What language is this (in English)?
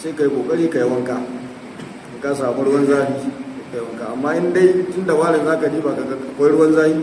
Hausa